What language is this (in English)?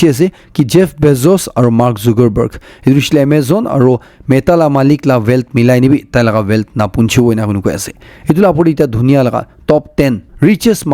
Naga Pidgin